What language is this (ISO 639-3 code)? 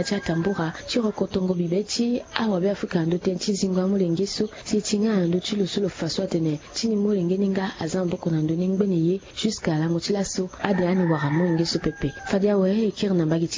sag